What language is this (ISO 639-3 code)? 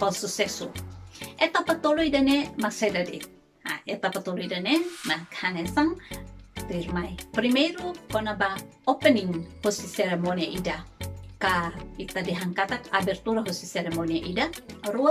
tet